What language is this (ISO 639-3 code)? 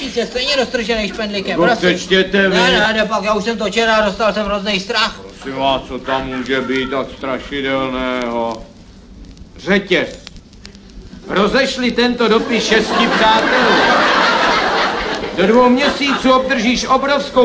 ces